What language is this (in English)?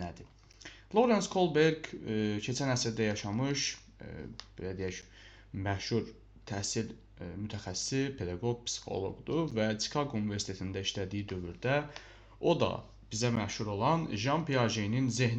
Azerbaijani